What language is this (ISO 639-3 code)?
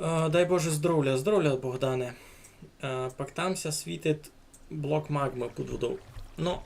rue